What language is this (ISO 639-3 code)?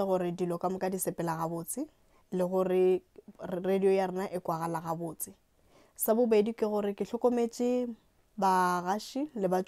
nso